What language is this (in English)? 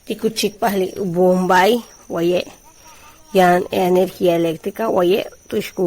Yucateco